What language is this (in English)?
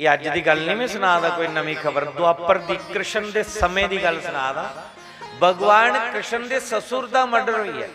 Dogri